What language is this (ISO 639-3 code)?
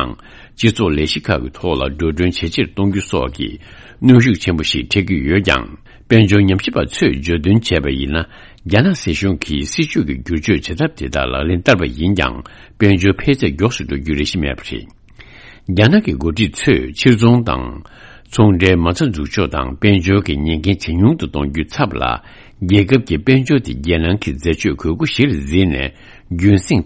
bod